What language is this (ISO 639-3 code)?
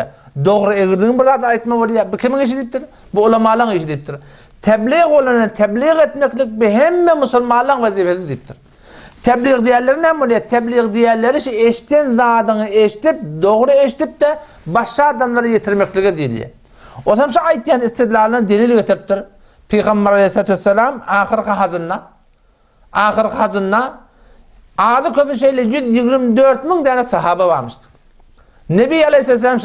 tuk